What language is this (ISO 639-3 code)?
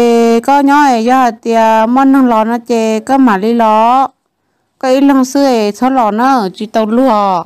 hmn